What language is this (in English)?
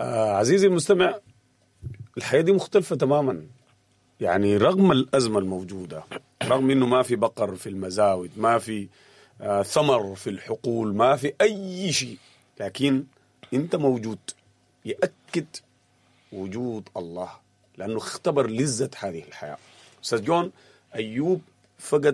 Sudanese Arabic